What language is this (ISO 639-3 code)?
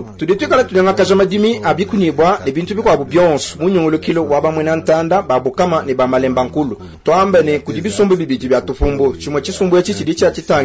lua